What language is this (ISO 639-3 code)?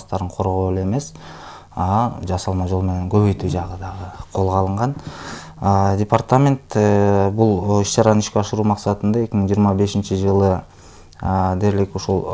kir